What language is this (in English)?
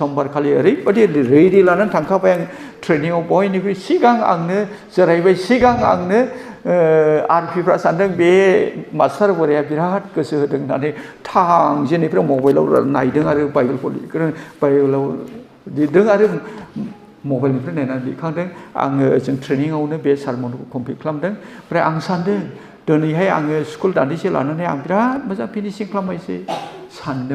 Bodo